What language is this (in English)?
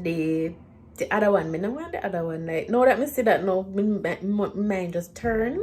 Jamaican Creole English